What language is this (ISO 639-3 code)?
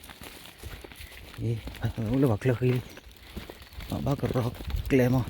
ksw